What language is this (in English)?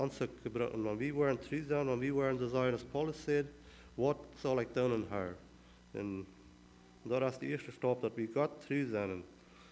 Plautdietsch